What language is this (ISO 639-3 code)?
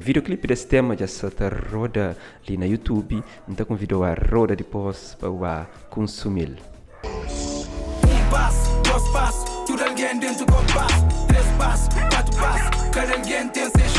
kea